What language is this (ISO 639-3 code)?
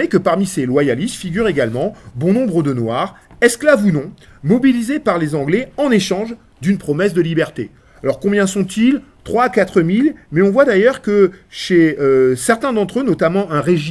fra